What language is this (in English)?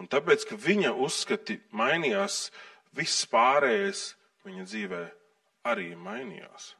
Latvian